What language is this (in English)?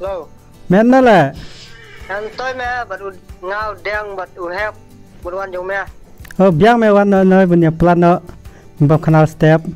Khasi